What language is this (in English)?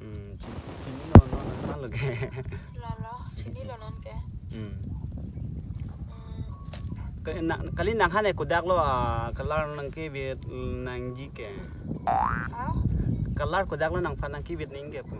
Karbi